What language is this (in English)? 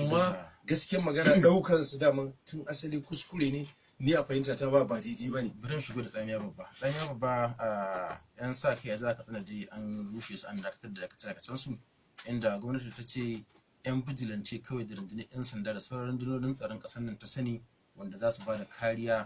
Hausa